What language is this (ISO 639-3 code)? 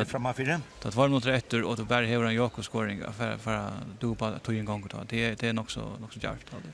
fao